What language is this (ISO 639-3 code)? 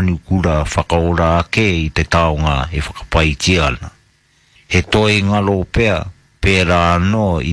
mri